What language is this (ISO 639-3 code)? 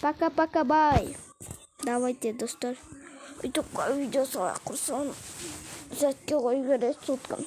kaz